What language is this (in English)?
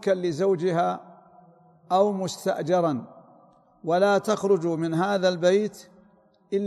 Arabic